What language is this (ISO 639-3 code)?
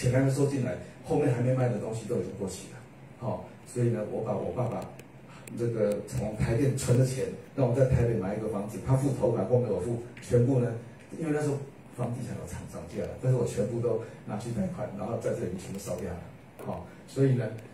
zho